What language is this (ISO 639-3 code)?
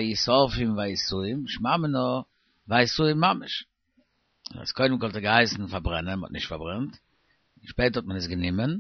yid